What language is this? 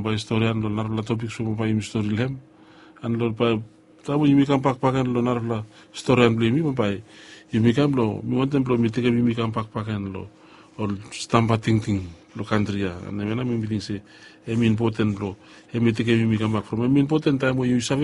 Bislama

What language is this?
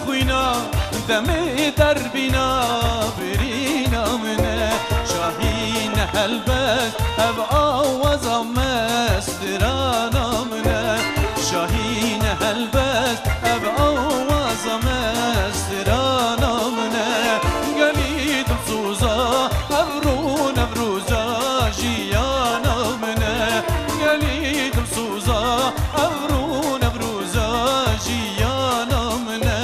Kurdish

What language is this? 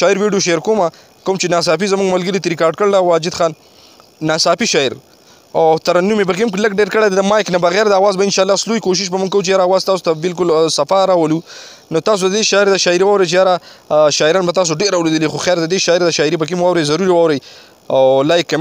Pashto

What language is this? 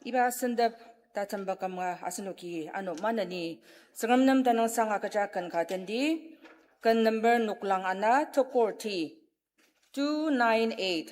Ao Naga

